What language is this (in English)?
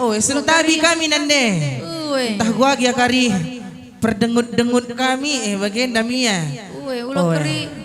Batak Karo